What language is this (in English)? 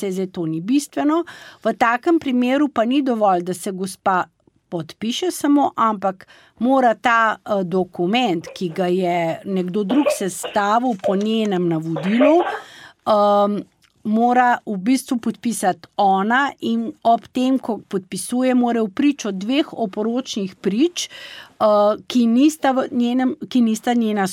Slovenian